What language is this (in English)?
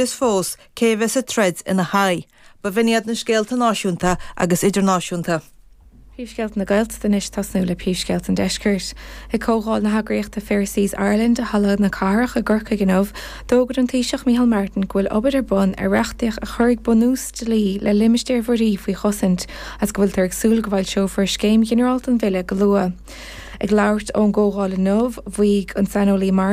Irish